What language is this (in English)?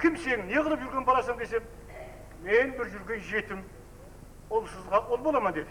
Kara-Kalpak